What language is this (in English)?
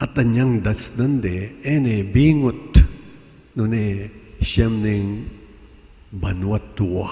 Pampanga